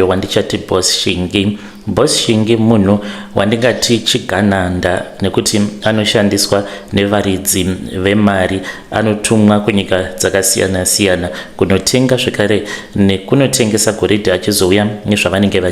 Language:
Shona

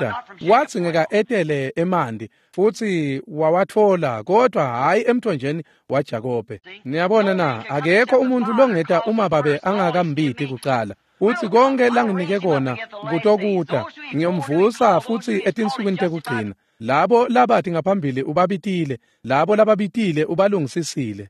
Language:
Swati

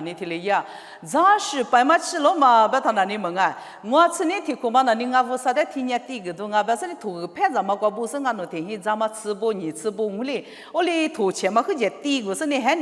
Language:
Lisu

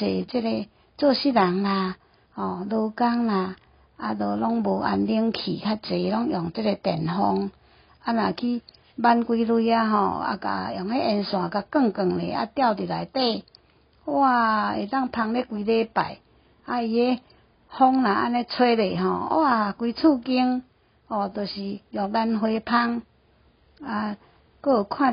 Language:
Min Nan Chinese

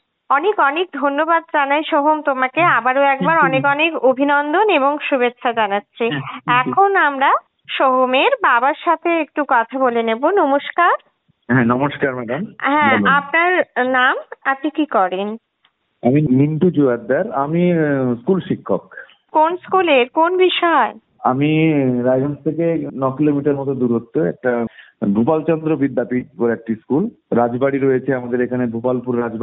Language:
Bangla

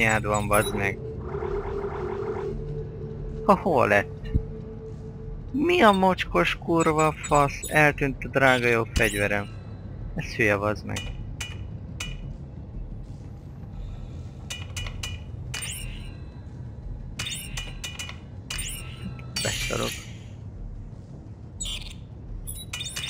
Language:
Hungarian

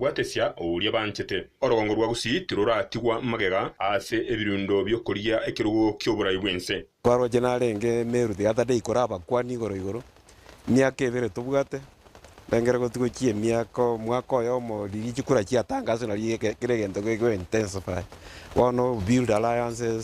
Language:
Gusii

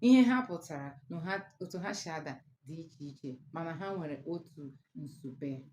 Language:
Igbo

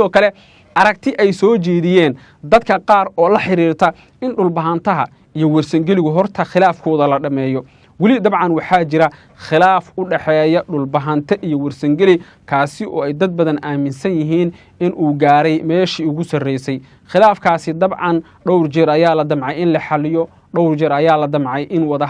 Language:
Somali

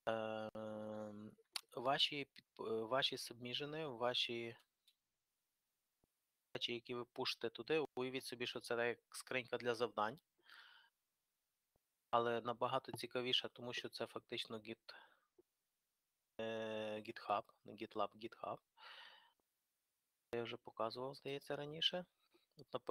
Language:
Ukrainian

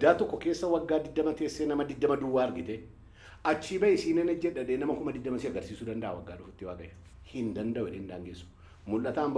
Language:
Oromo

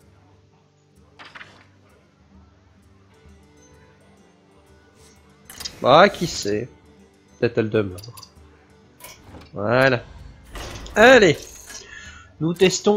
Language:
French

